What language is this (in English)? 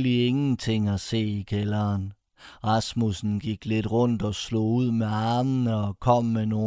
Danish